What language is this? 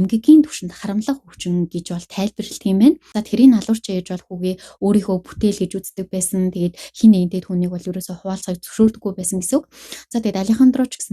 Mongolian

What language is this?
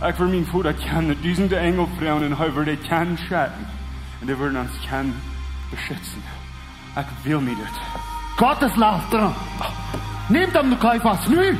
Plautdietsch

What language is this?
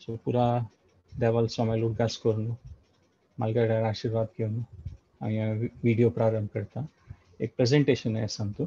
Konkani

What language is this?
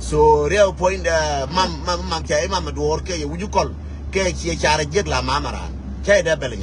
Nuer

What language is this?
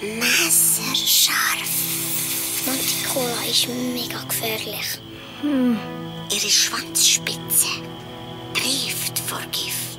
Swiss German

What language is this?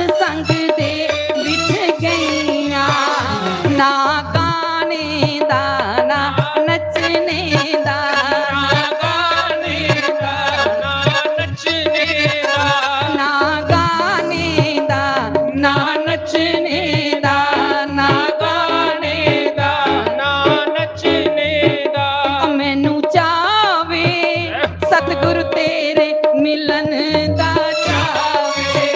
Dogri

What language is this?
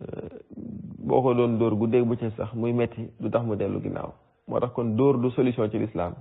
Wolof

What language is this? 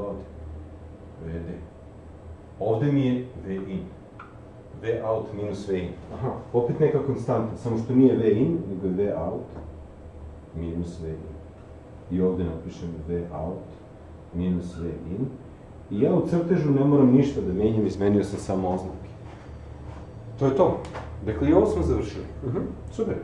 Serbian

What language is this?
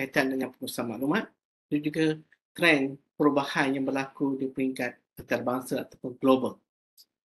Malay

